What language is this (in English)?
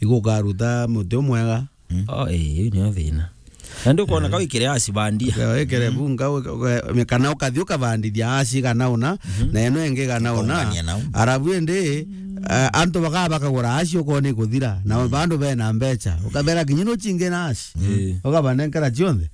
Meru